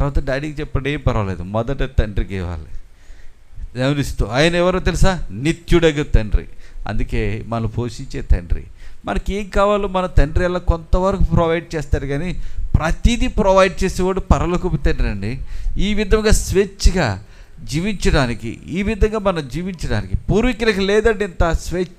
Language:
Telugu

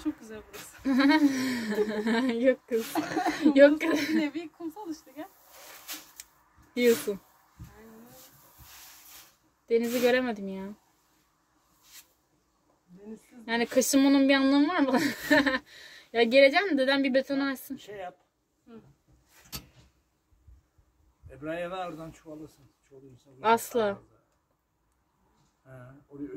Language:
Turkish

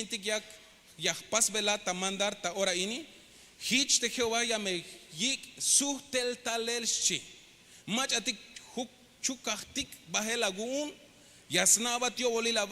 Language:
Tzeltal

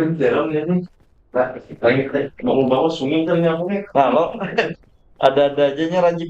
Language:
Banjar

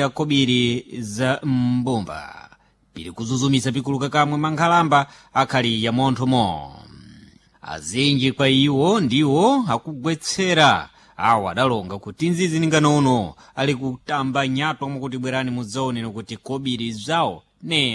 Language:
Sena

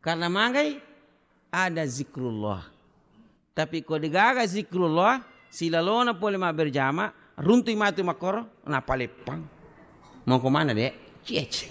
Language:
Buginese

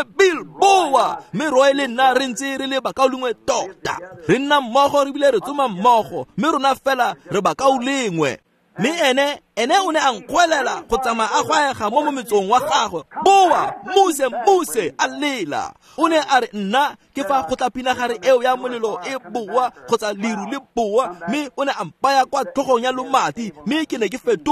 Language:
Tswana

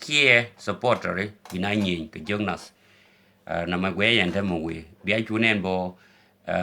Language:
Nuer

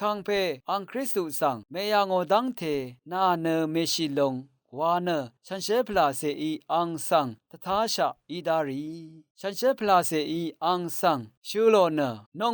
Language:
Rawang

